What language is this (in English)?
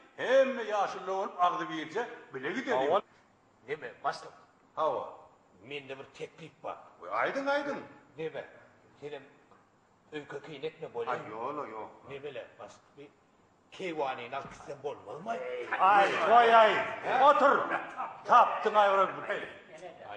Turkmen